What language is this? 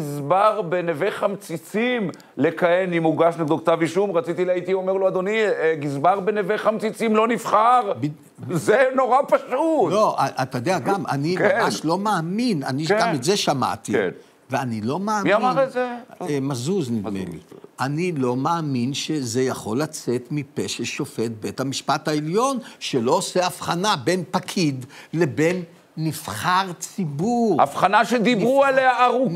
Hebrew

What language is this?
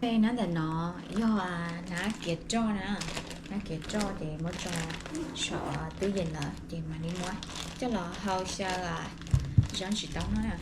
Hmong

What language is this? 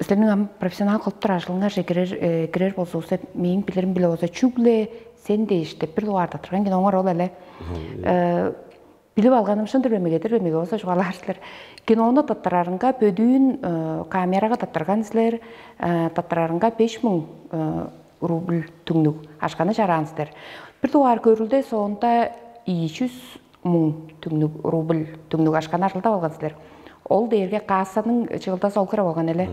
Tuvinian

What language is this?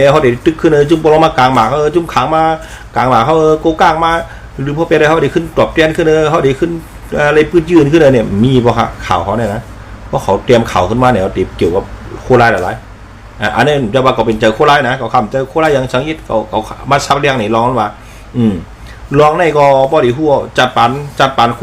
Shan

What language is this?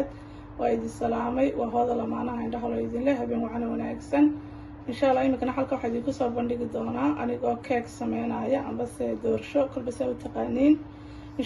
Somali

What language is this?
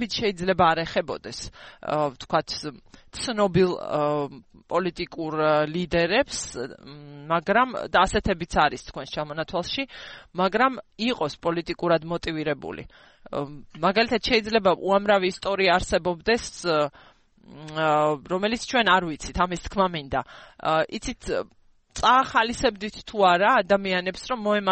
Georgian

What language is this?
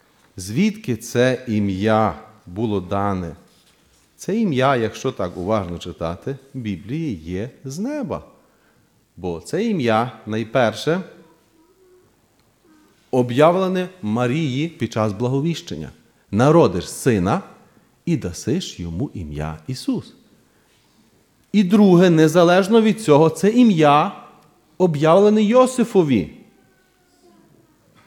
Ukrainian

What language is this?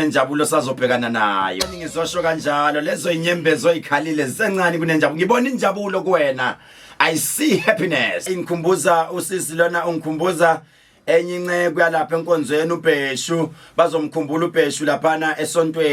Zulu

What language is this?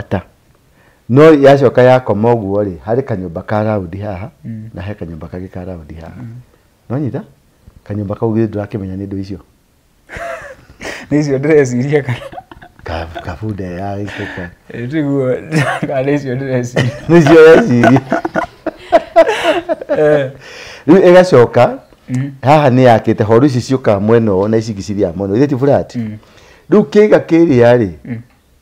Kikuyu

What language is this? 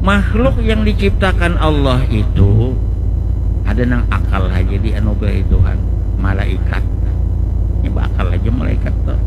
Banjar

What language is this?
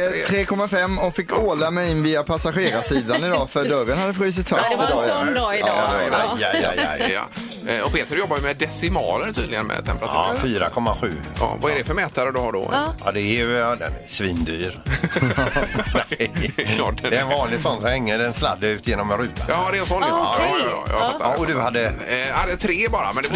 Swedish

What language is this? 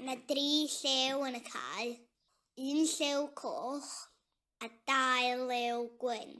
Welsh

